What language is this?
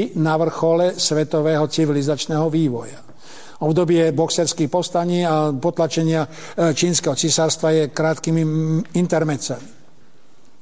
Slovak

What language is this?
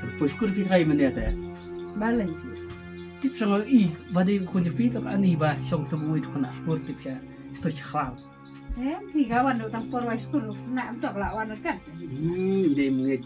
Khasi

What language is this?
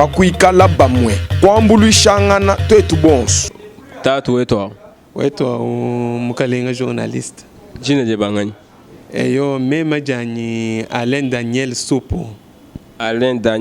Luba-Lulua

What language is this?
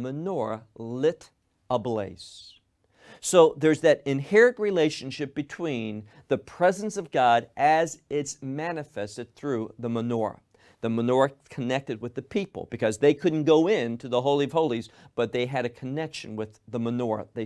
English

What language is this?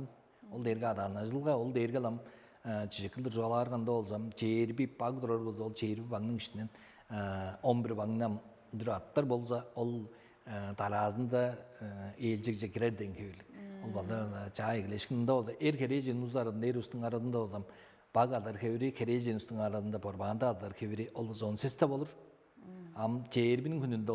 Tuvinian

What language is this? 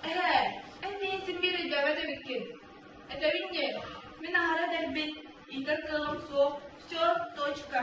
Yakut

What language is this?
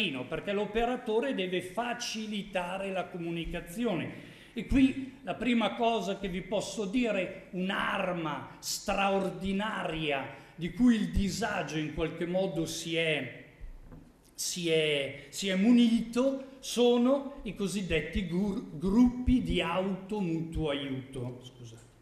Italian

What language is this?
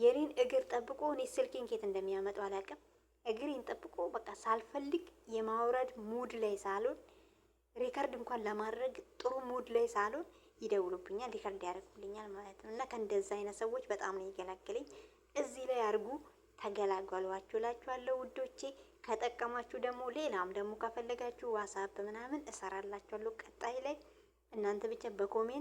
Amharic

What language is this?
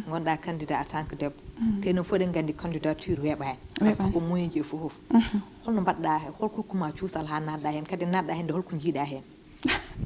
Fula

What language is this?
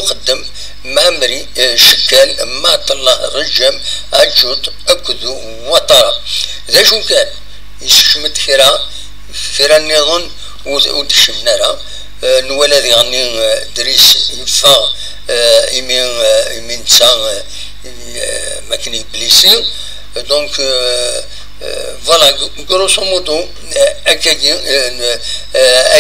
Kabyle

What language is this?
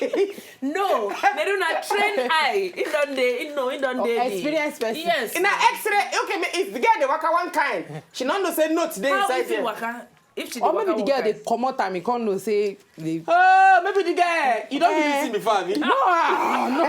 Nigerian Pidgin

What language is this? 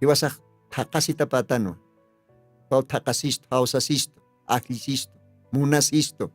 Aymara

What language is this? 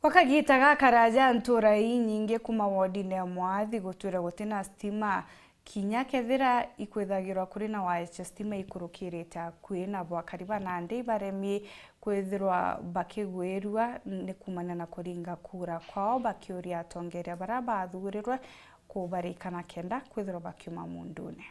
Meru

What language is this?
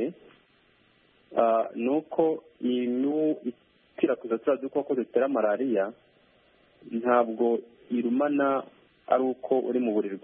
Kinyarwanda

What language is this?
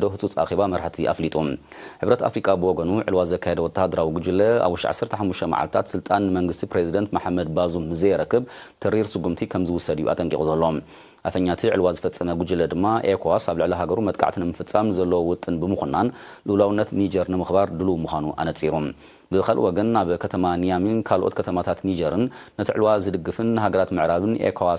Tigrinya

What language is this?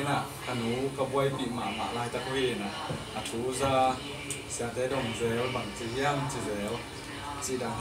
Tedim Chin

